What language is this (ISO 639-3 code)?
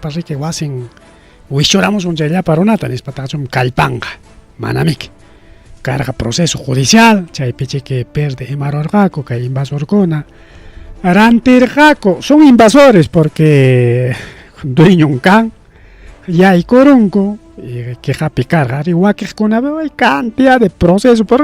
quy